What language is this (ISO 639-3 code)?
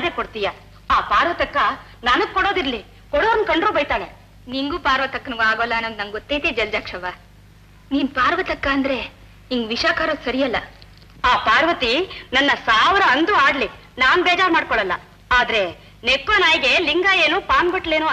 kan